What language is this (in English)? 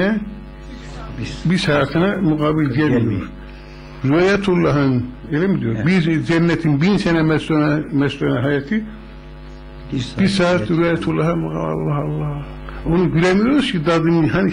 Turkish